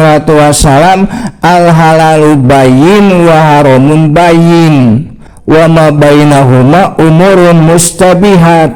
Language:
Sundanese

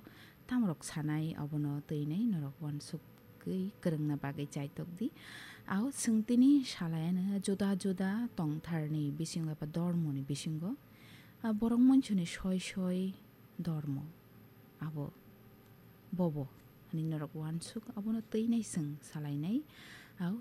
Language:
Kok Borok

